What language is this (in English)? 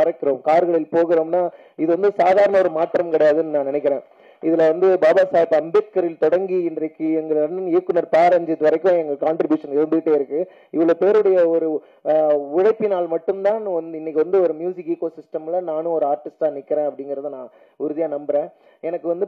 Tamil